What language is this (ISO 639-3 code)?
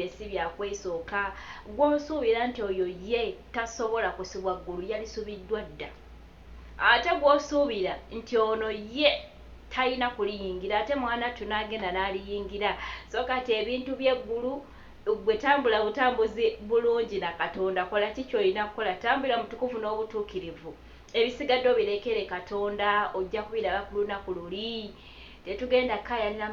lug